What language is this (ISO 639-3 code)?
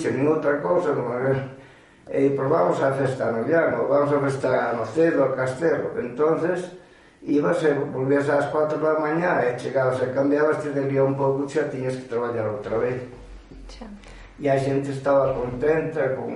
glg